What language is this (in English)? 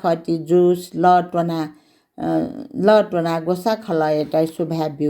Newari